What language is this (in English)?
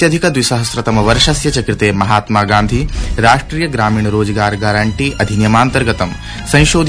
Sanskrit